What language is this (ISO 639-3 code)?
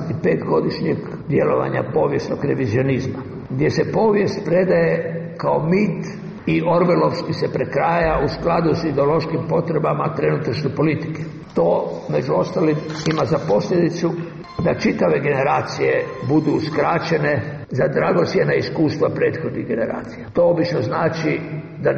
hrv